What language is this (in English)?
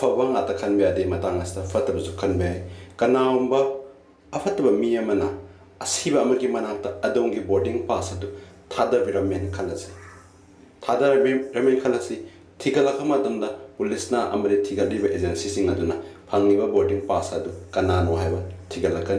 Manipuri